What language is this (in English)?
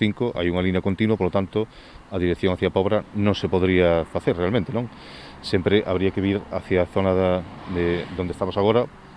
Galician